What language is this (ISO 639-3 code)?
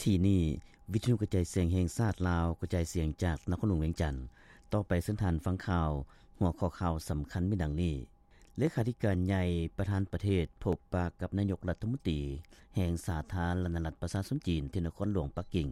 lao